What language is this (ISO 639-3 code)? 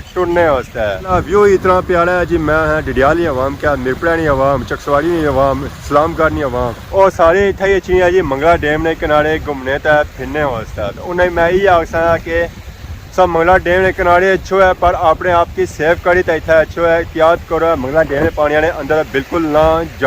phr